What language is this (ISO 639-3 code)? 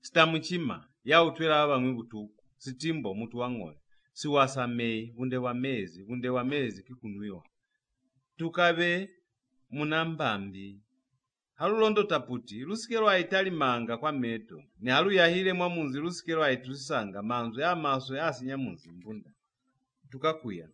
loz